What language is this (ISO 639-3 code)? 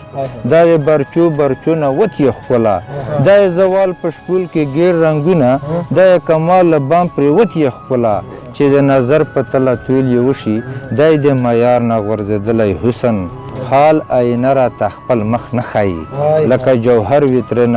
pus